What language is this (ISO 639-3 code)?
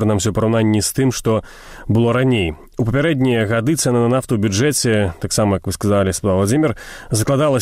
bel